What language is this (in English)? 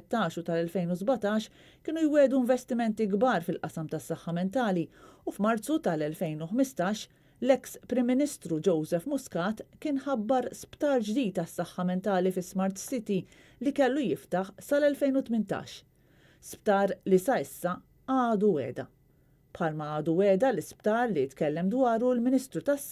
Maltese